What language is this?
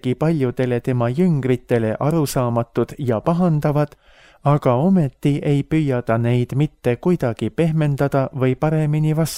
Estonian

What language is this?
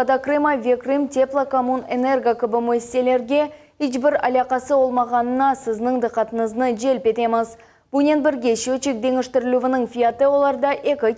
Crimean Tatar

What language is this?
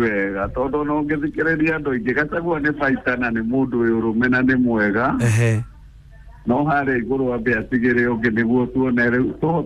Kikuyu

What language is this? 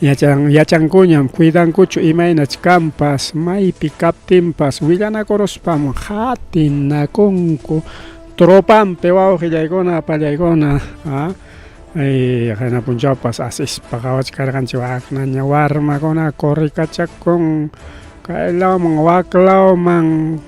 Ayacucho Quechua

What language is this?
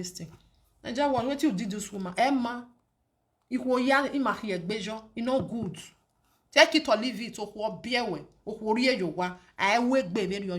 Nigerian Pidgin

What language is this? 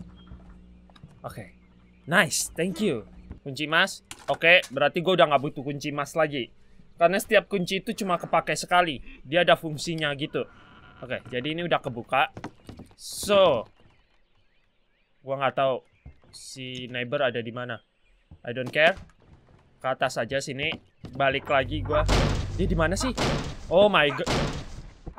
Indonesian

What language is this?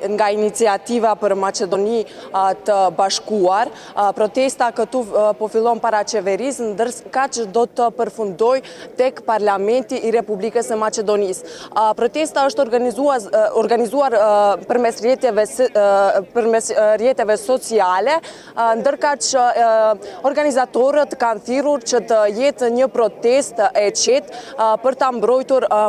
Albanian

